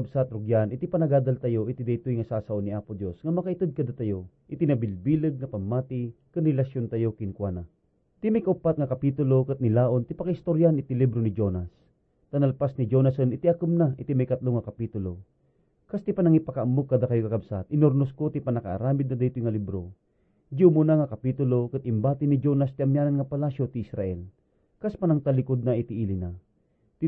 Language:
Iloko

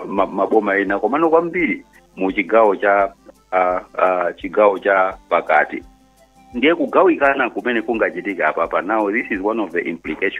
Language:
Nyanja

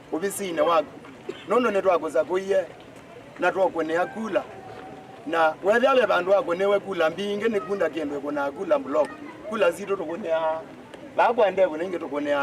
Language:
Kamba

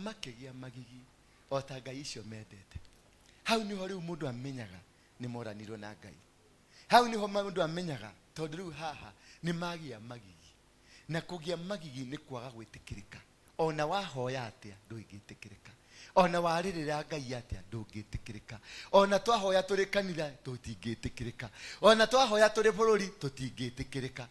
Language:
Kikuyu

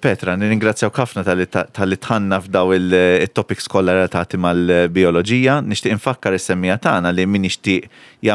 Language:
Maltese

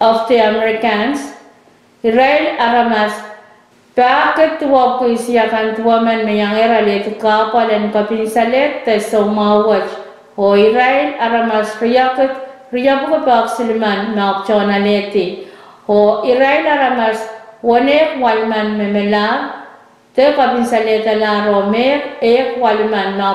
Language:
Pohnpeian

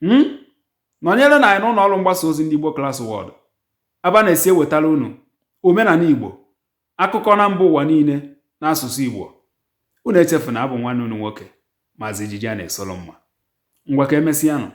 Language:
Igbo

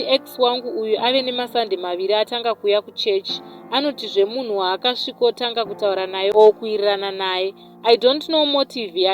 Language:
Shona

